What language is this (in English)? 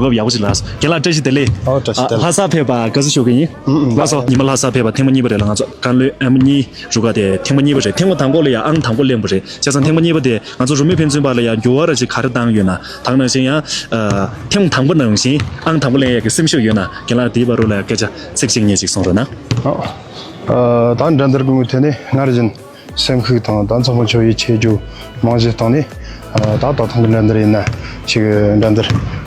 Tibetan